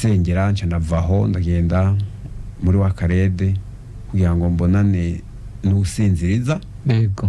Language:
Rundi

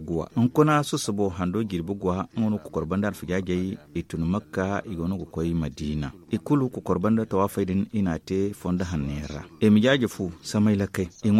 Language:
Zarma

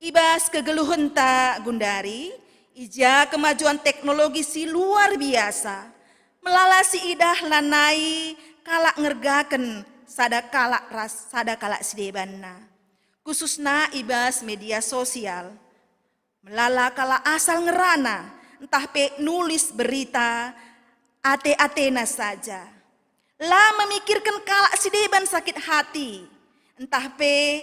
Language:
Batak Karo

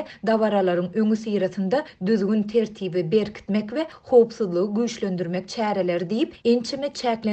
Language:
Turkmen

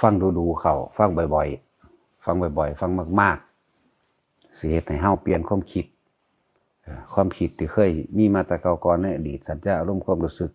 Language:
Northeastern Thai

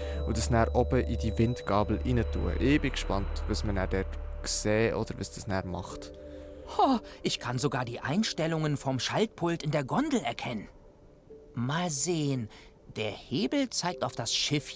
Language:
Swiss German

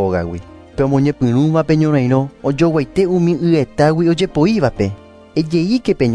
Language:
Guarani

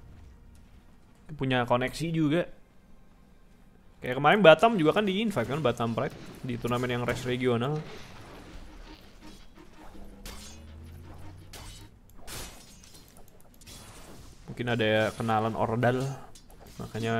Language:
Indonesian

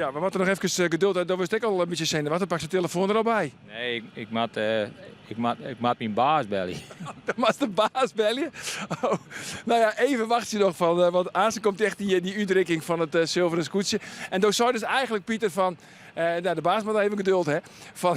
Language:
Western Frisian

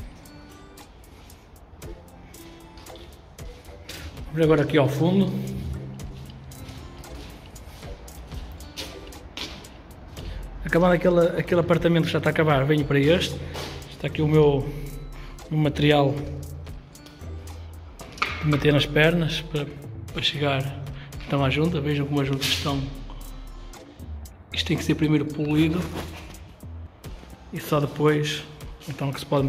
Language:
Portuguese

